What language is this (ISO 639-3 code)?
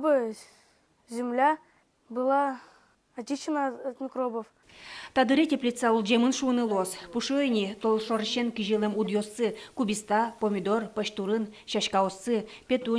udm